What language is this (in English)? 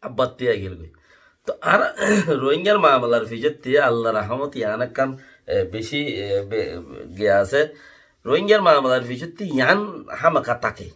Rohingya